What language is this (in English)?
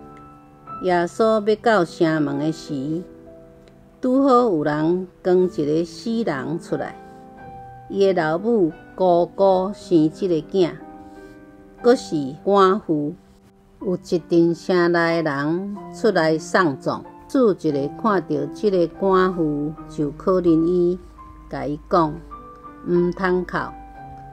Min Nan Chinese